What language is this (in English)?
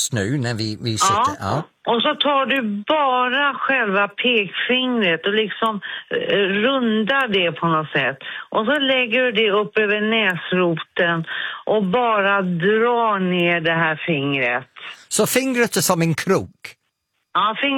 Swedish